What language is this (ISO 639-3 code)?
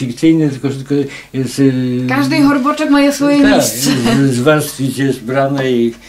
rue